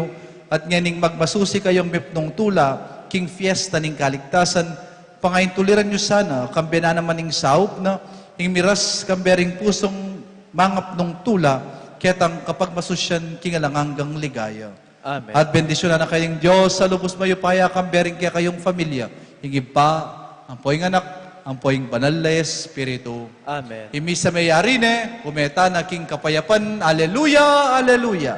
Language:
Pampanga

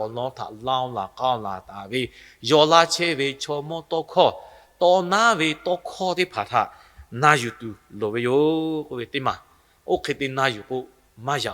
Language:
Lahu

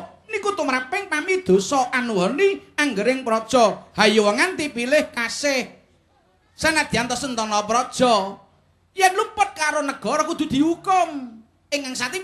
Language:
Javanese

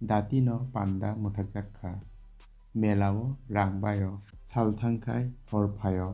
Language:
Kok Borok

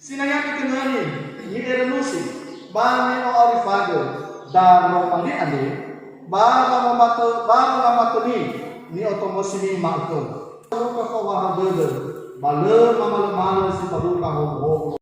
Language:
Nias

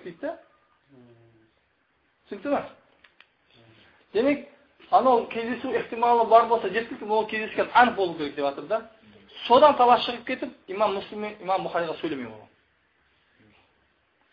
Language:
Kazakh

